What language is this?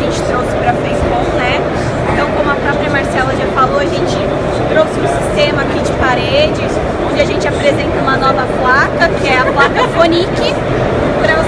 Portuguese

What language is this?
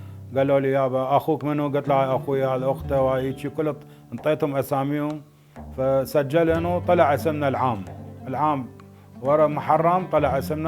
Mesopotamian Arabic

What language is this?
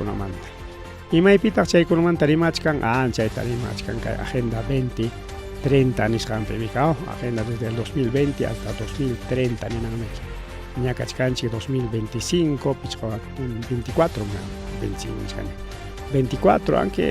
Ayacucho Quechua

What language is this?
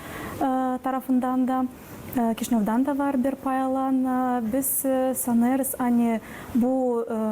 Gagauz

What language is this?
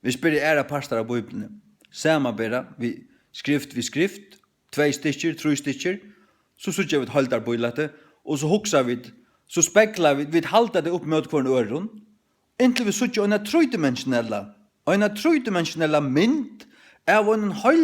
Faroese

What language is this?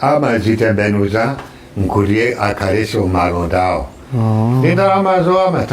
Nyanja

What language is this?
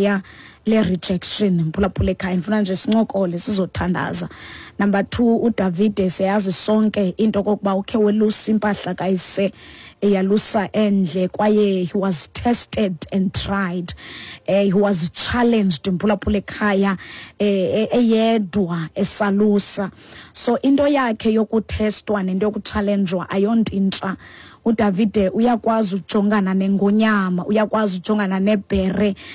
Xhosa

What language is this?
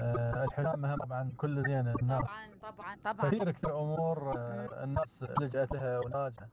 Mesopotamian Arabic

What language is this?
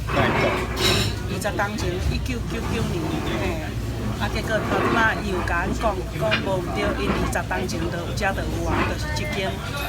Min Nan Chinese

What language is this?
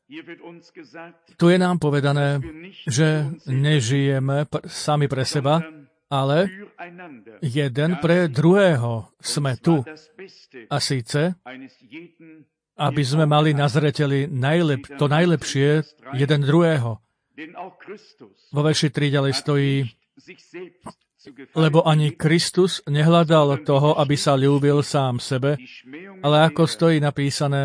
Slovak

